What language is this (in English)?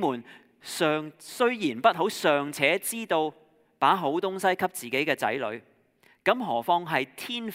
Cantonese